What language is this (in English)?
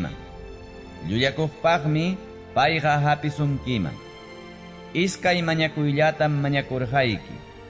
Ayacucho Quechua